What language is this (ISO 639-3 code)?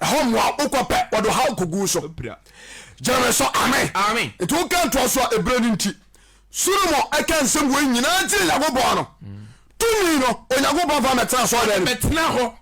aka